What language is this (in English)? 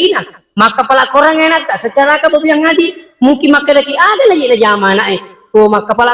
Buginese